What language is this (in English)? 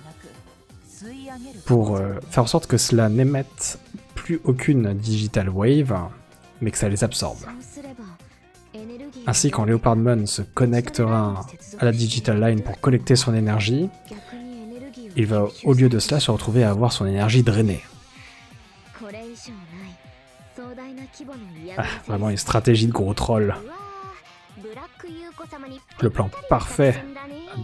French